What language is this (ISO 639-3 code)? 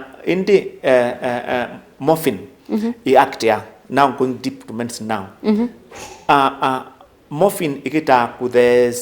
kam